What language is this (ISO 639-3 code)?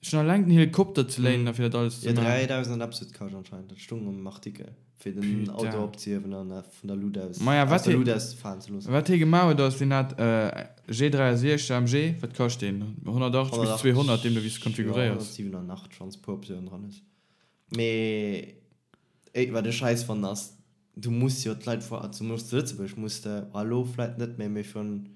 ltz